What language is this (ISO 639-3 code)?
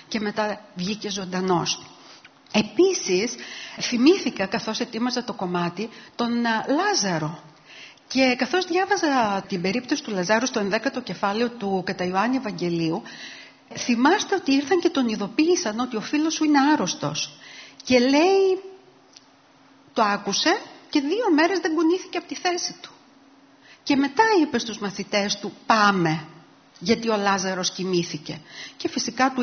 ell